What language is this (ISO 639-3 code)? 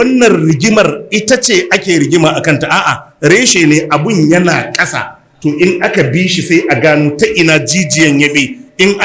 hau